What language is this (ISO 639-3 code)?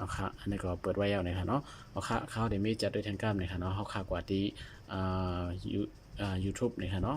shn